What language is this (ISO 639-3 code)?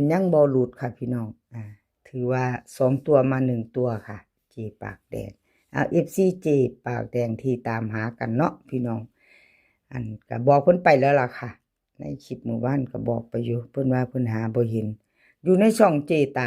tts